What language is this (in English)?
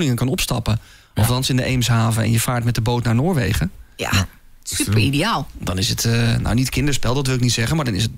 Dutch